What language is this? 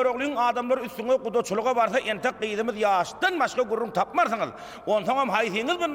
Turkmen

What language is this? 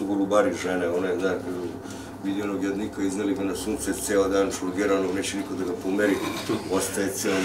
Serbian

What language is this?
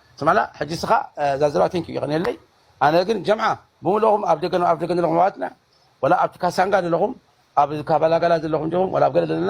Tigrinya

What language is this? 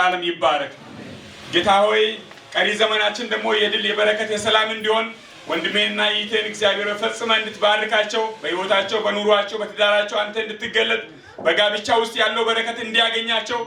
Amharic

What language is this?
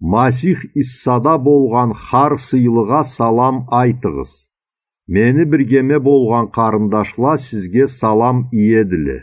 Karachay-Balkar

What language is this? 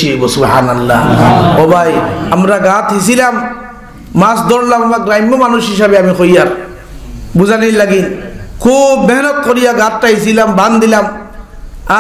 Sylheti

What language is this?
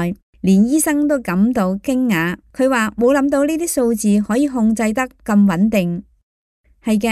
Cantonese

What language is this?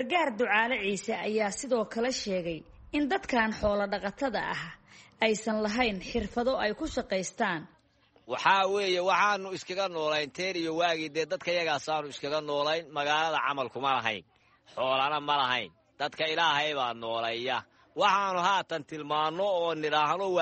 Somali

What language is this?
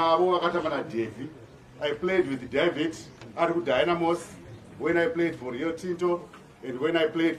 Shona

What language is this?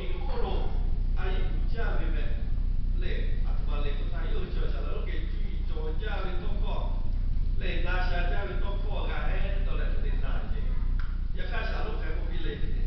Lahu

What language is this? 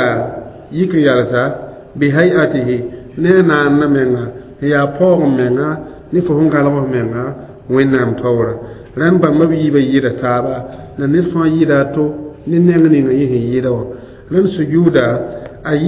Mossi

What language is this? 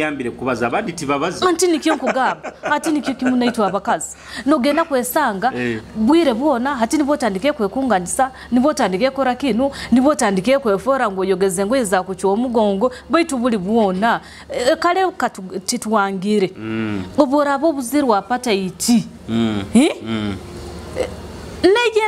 Nyoro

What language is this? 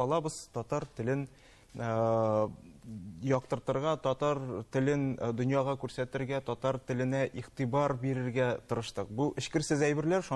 Tatar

